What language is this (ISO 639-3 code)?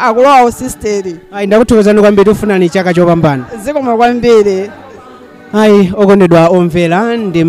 nya